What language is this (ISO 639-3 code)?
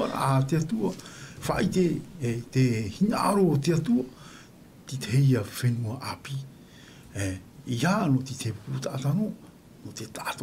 tah